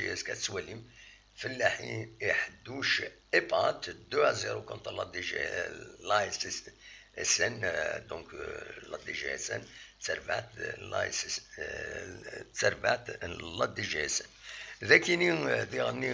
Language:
Kabyle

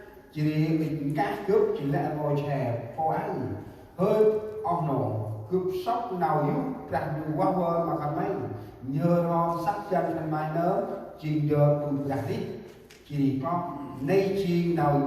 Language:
Central Mnong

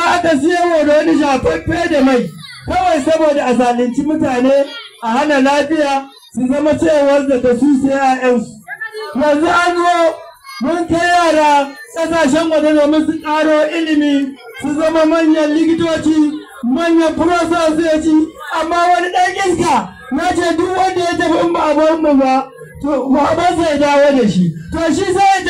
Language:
Hausa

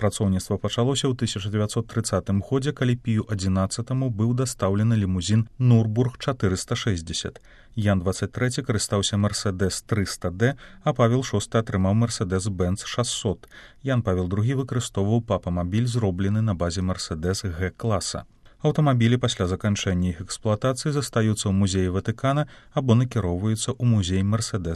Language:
Belarusian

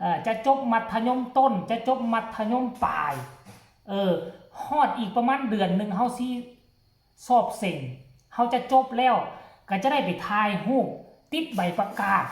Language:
Northeastern Thai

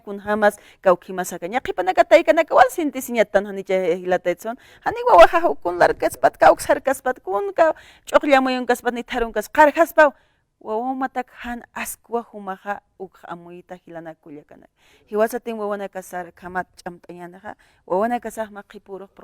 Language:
Aymara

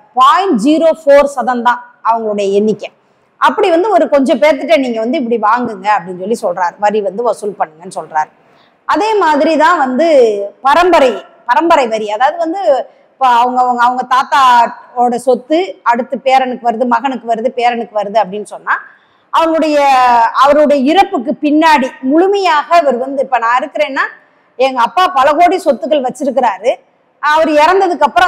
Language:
Tamil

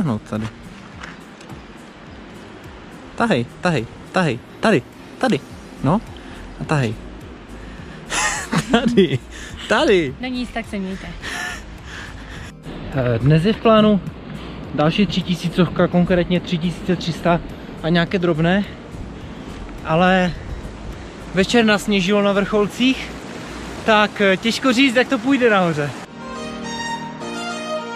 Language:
Czech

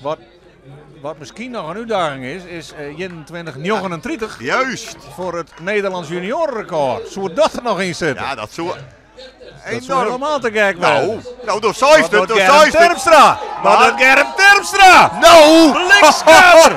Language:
Western Frisian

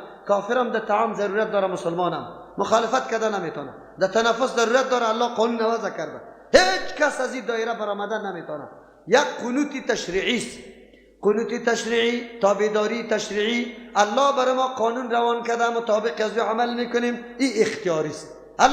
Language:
Persian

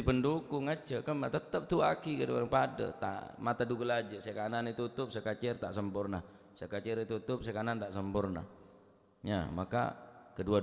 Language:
Madurese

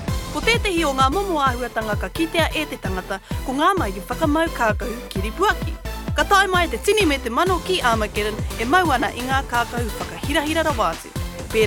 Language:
Māori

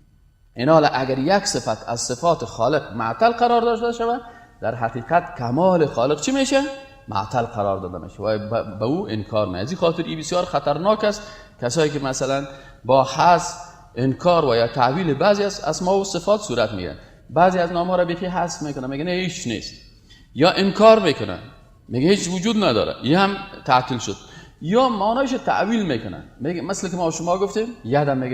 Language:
Persian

